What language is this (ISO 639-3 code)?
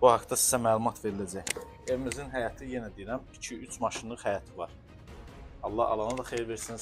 aze